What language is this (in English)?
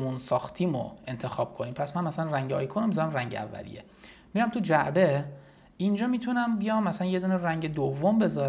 Persian